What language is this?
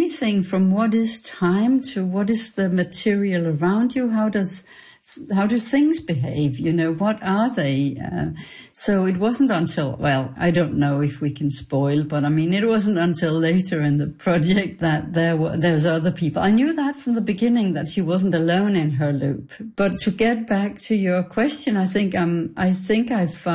English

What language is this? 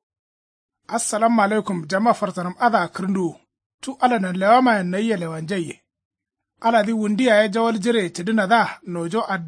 Kanuri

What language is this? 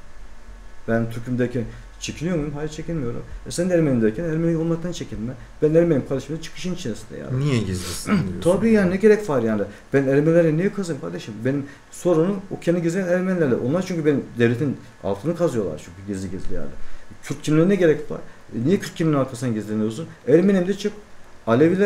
Turkish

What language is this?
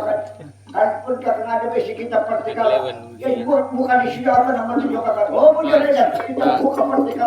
Banjar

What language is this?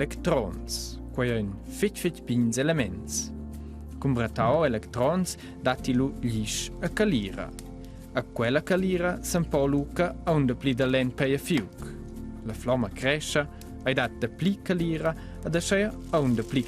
Romansh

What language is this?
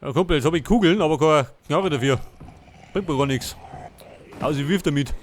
Bavarian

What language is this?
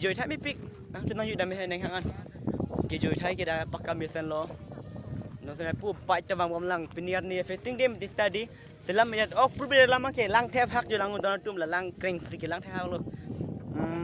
Karbi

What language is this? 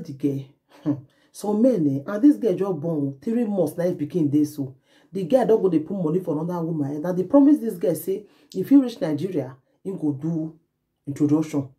Nigerian Pidgin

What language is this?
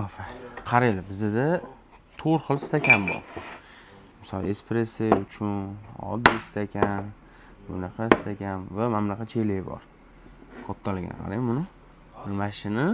Uzbek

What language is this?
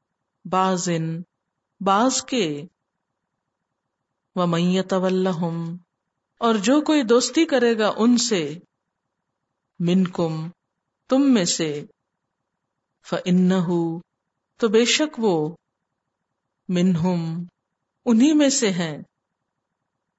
Urdu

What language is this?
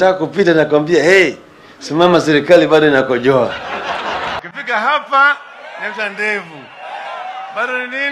Swahili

